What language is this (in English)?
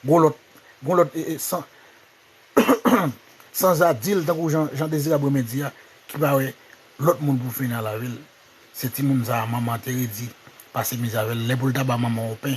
Haitian Creole